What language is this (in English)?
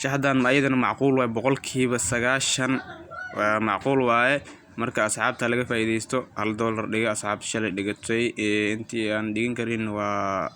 Somali